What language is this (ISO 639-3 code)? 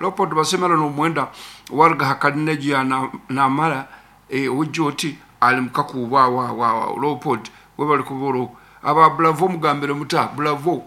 nyn